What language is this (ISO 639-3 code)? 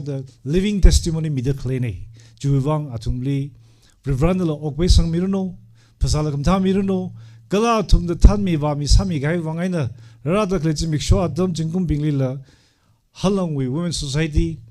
nmf